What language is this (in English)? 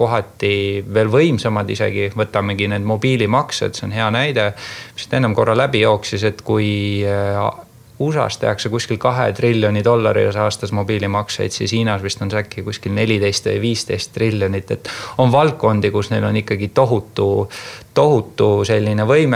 Estonian